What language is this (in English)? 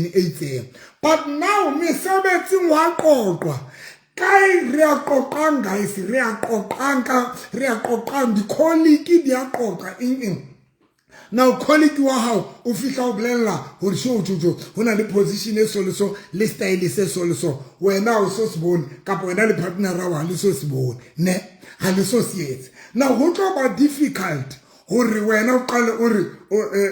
Southern Sotho